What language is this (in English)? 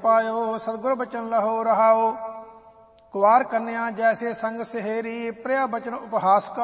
Punjabi